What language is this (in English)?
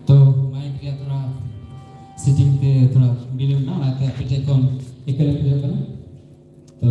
Santali